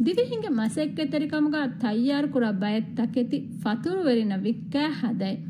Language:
Divehi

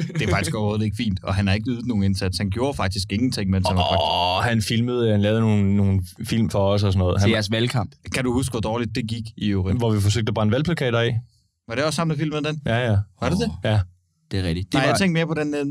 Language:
Danish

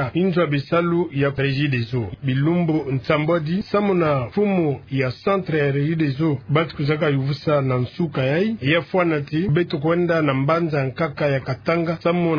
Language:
Kituba (Democratic Republic of Congo)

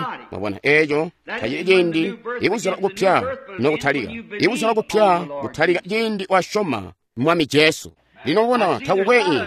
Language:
Tonga (Zambia)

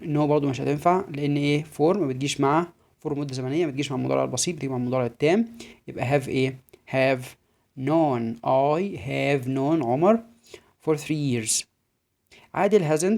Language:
Egyptian Arabic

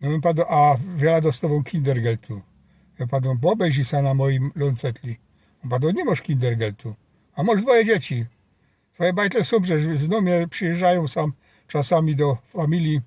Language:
Silesian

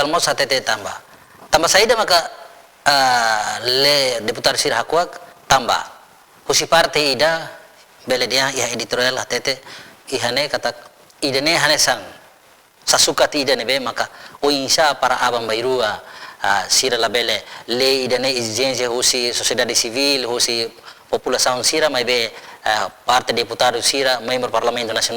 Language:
Tetum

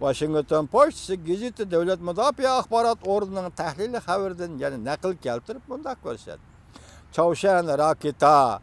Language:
Uyghur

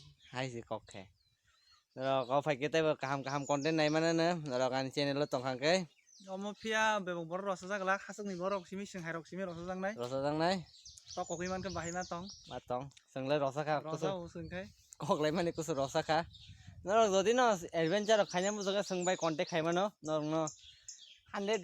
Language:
Kok Borok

